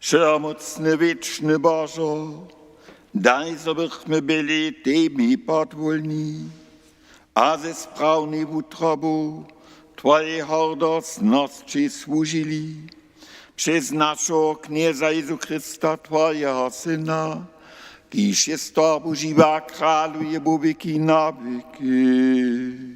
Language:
Upper Sorbian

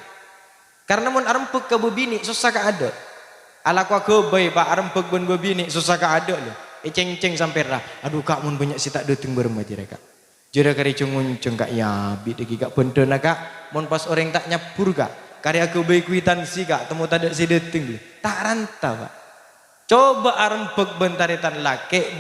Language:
Madurese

